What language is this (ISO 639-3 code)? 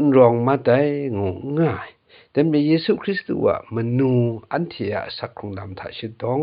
kac